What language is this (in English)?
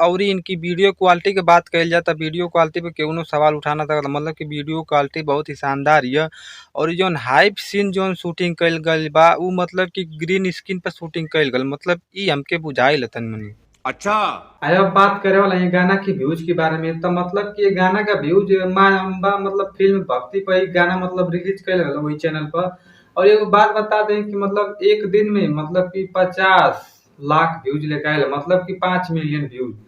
Bhojpuri